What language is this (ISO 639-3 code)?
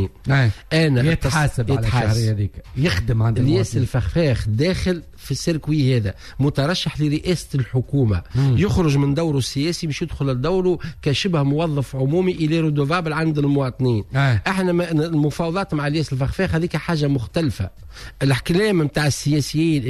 aeb